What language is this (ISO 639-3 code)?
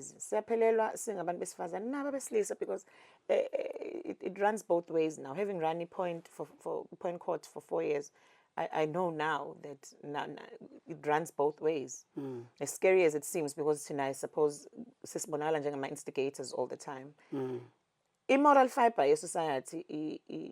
zul